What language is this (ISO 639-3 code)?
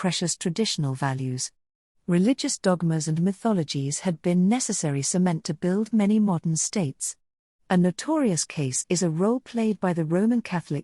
eng